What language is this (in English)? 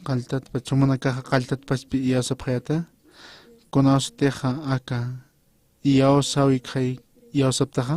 Aymara